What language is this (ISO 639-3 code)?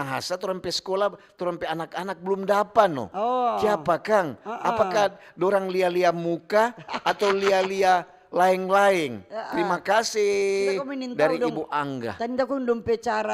xmm